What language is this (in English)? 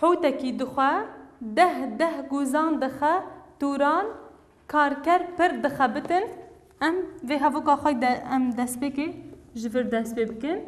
Kurdish